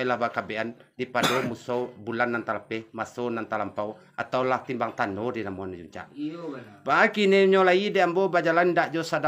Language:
Minangkabau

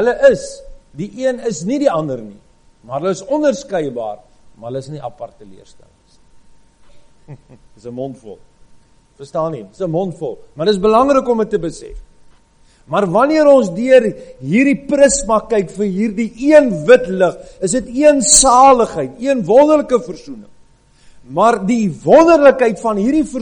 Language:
Afrikaans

